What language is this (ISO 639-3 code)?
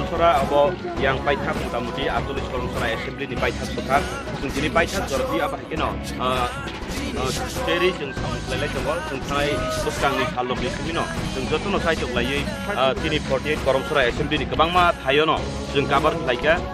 trp